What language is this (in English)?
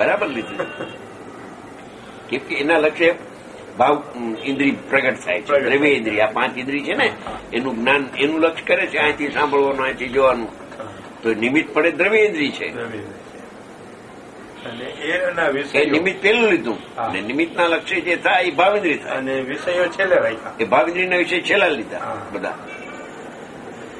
Gujarati